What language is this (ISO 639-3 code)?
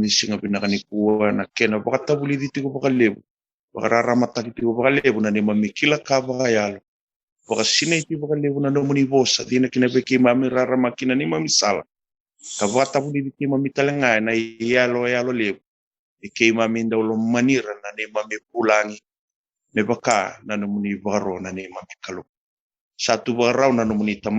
fij